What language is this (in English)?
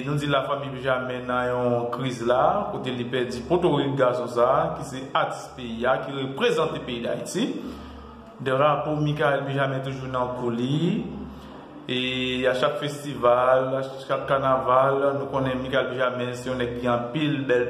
Haitian Creole